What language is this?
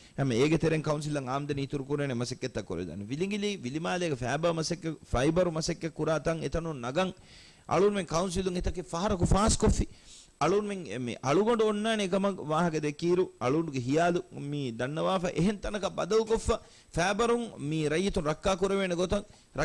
Divehi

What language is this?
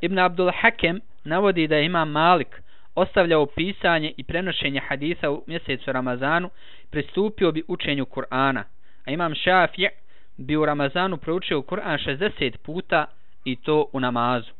Bosnian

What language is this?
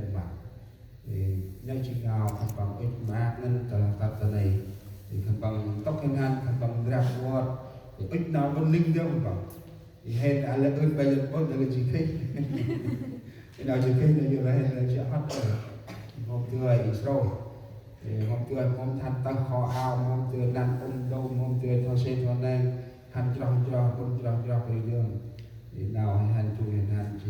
Central Mnong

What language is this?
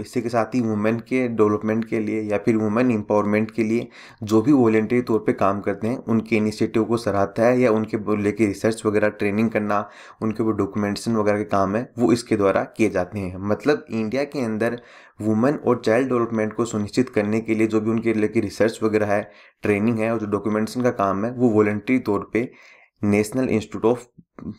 Hindi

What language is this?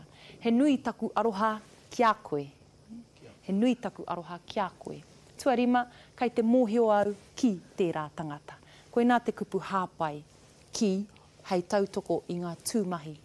Māori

